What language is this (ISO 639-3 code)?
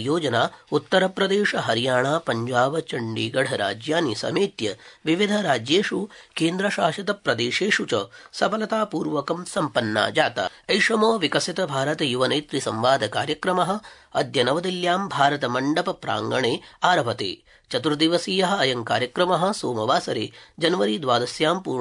san